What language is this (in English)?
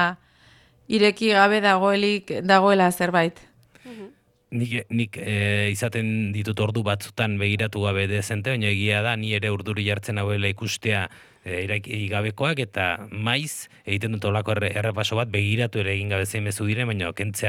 Basque